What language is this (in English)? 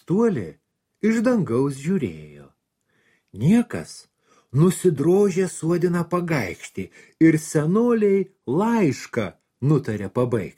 Lithuanian